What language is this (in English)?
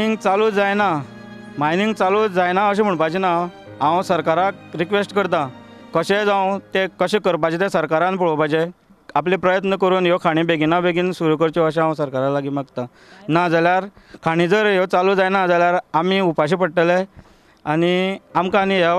Konkani